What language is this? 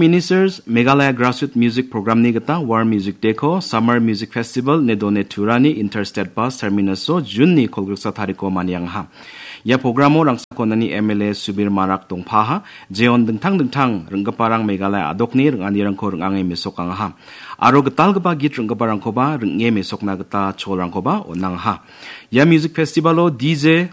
Garo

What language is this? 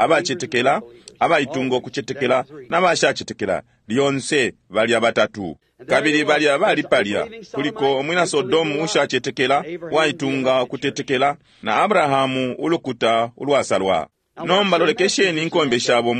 Bemba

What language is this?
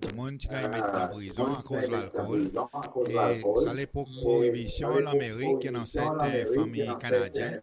Seselwa Creole French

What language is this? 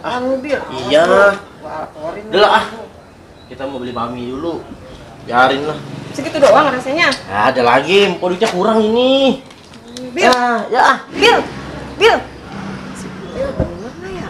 Betawi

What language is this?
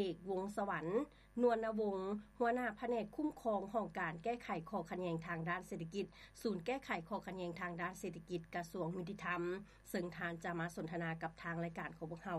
Lao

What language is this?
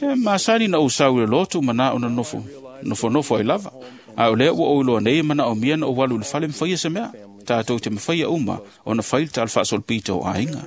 Samoan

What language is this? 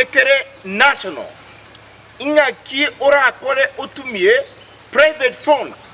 Gusii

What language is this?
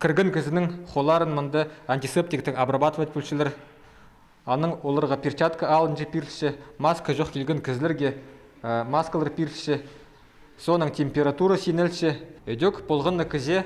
Khakas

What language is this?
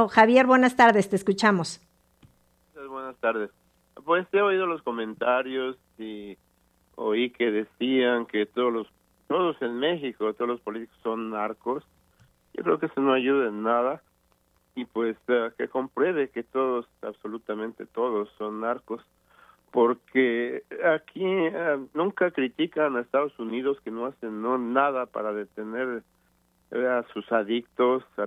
Spanish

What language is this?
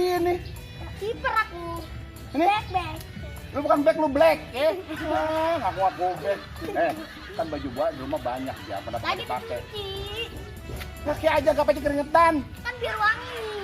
Betawi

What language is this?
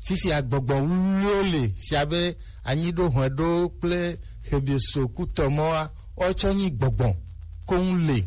Gen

